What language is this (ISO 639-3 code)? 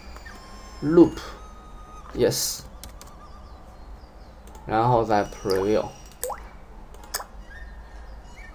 zho